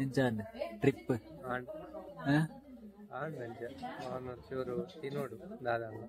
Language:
Tulu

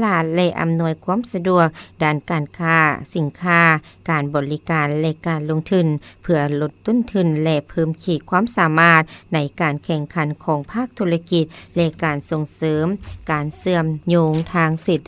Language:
Lao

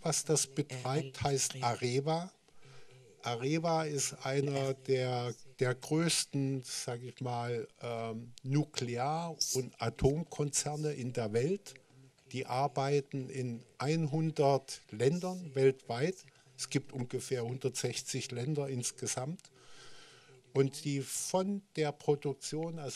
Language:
German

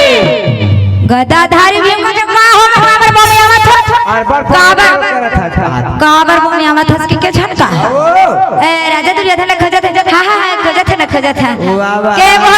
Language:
Chhattisgarhi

